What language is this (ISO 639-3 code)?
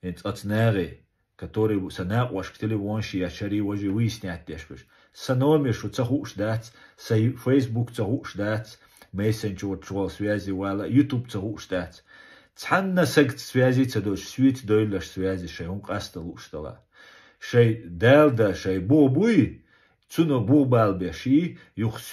che